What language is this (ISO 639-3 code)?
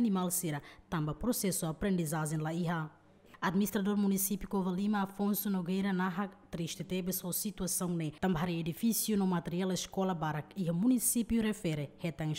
tet